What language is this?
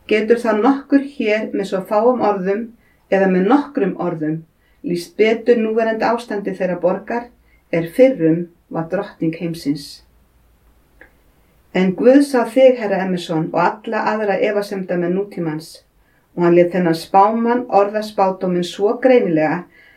Icelandic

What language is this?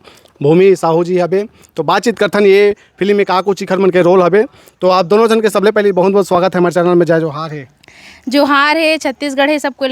Chhattisgarhi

